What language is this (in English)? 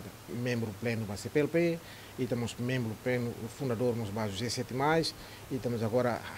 Tetum